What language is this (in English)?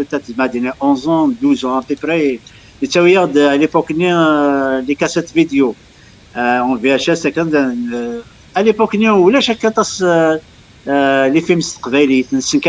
Kabyle